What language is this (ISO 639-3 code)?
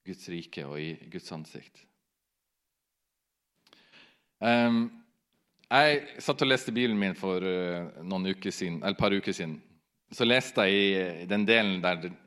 nor